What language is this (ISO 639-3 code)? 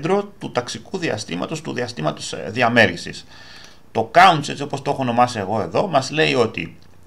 ell